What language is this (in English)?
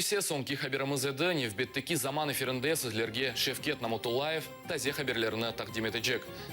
Crimean Tatar